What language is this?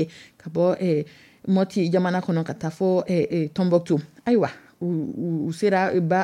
Dyula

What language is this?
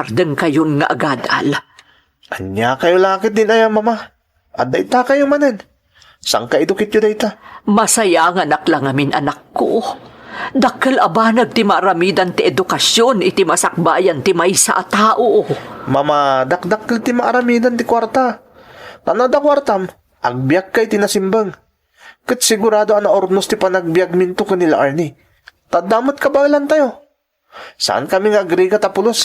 Iloko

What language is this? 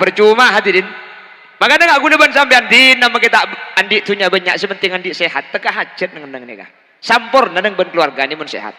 Madurese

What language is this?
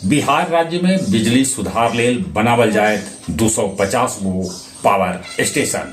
Magahi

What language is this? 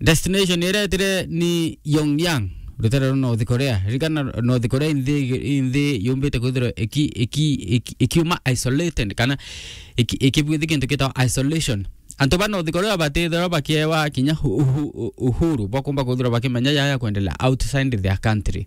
Meru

